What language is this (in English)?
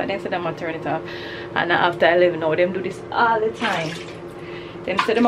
Jamaican Creole English